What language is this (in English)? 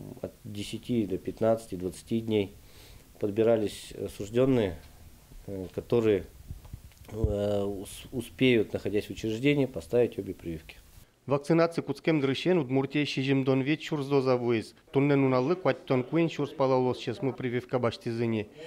Udmurt